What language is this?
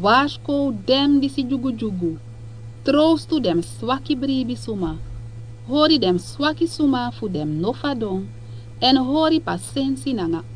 Sranan Tongo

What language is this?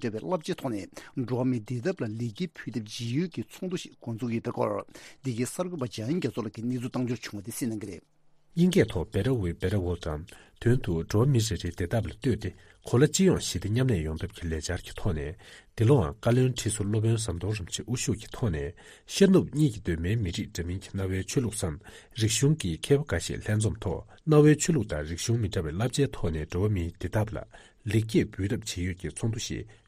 Tibetan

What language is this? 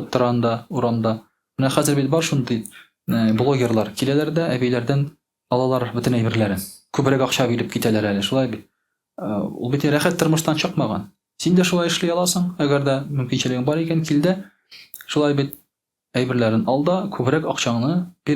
Tatar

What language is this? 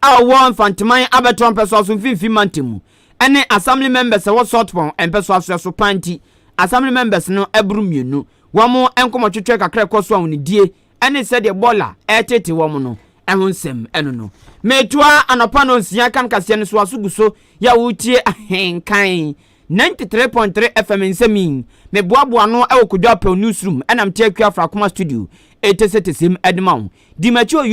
Akan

